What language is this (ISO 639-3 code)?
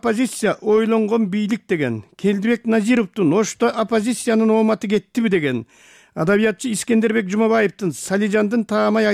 kir